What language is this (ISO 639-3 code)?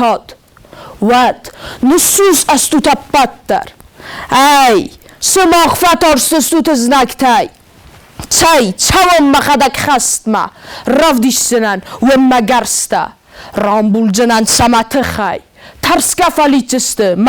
oss